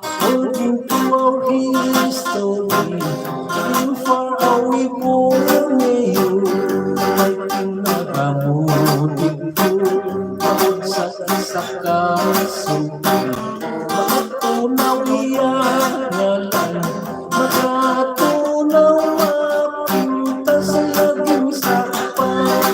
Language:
Hiligaynon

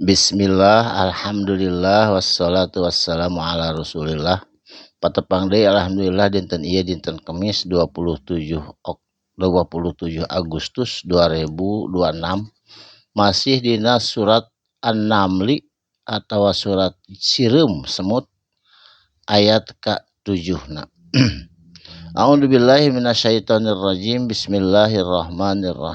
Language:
Sundanese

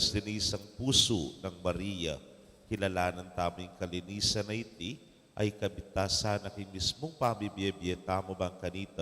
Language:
Pampanga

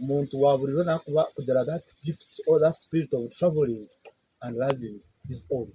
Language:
Nyankole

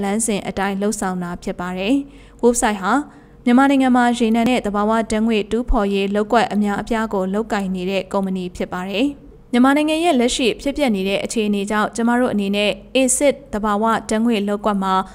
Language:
Burmese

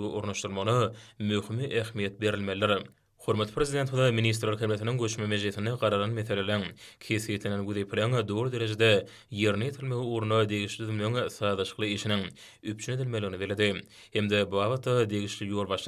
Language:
Turkmen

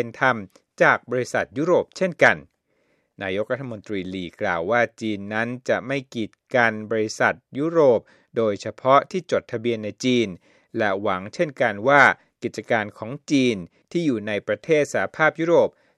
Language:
Thai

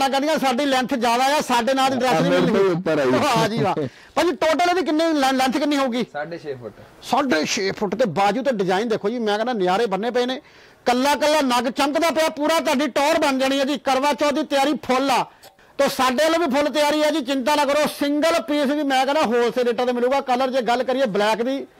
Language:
Punjabi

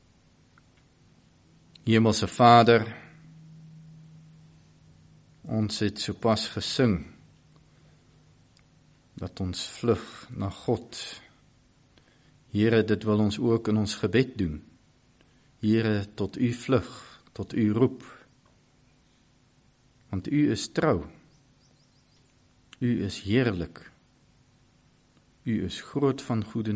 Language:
Afrikaans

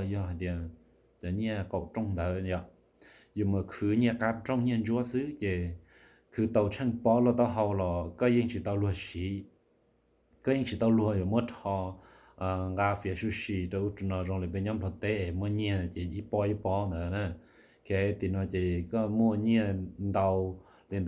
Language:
Hmong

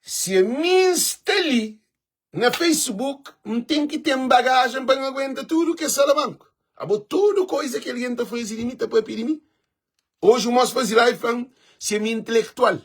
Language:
Kabuverdianu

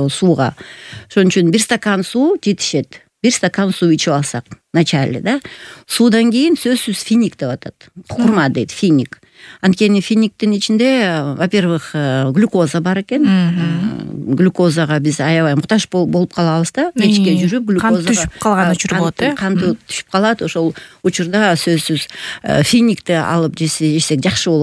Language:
Kyrgyz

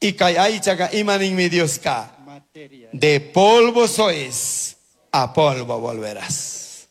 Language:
Chimborazo Highland Quichua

